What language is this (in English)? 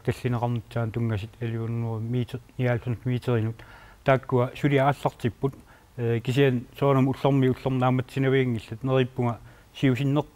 Kalaallisut